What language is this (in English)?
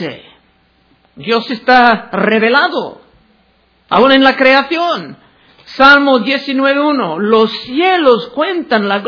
Spanish